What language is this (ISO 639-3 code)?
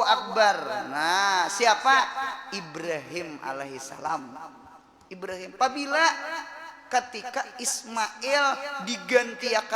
bjn